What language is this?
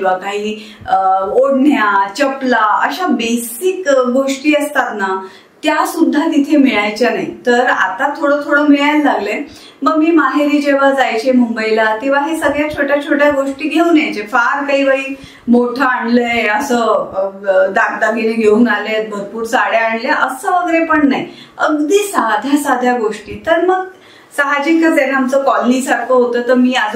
Marathi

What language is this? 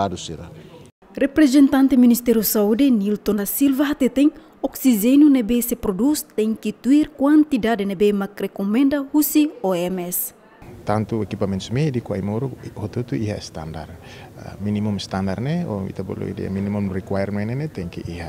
Tetum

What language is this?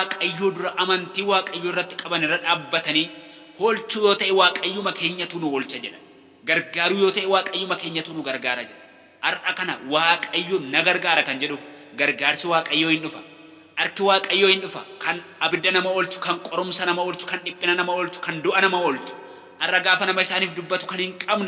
Oromo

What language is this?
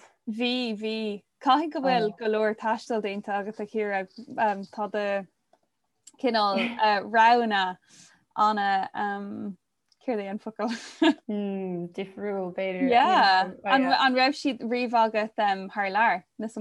Irish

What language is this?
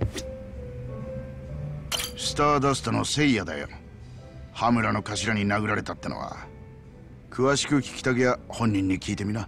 Japanese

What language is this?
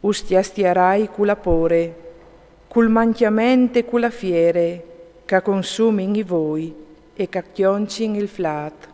Friulian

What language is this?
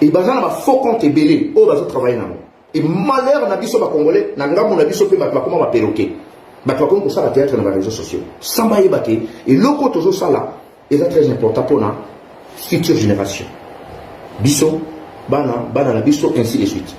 Lingala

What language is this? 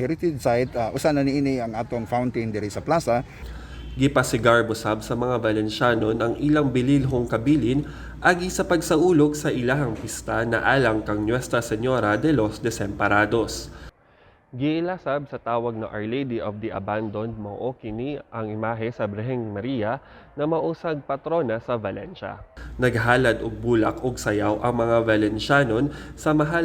Cebuano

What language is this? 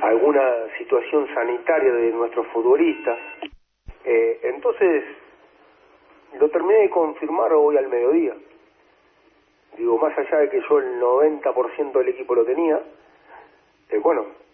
Spanish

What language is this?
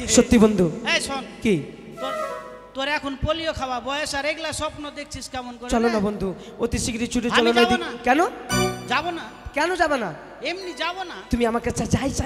Bangla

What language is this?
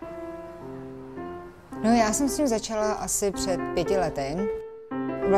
Czech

